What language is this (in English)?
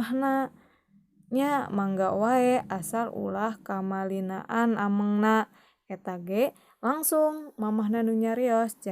Sundanese